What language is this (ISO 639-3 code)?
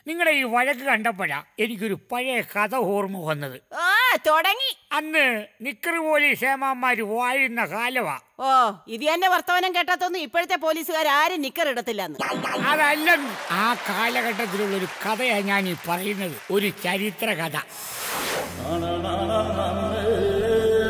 mal